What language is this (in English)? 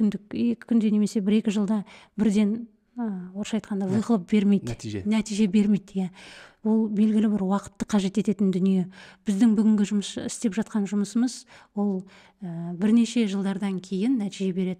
Kazakh